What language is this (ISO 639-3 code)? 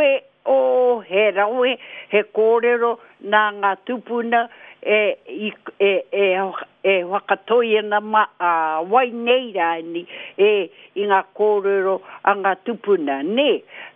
mri